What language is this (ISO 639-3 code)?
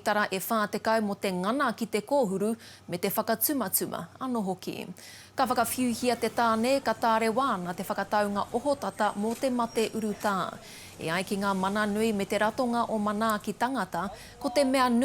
mri